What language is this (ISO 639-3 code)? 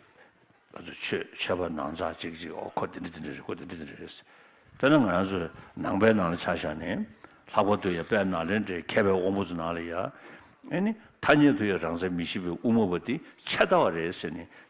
bod